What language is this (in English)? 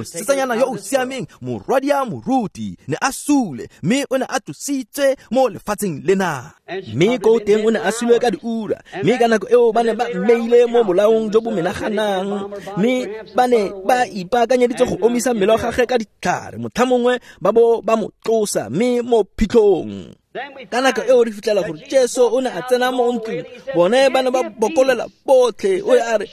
Tswana